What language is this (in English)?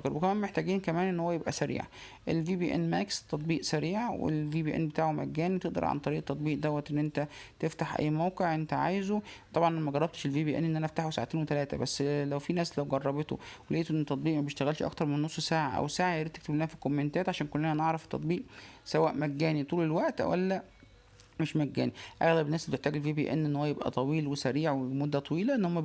Egyptian Arabic